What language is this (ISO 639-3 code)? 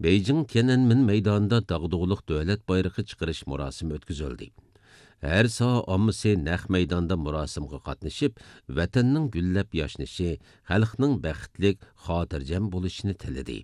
uig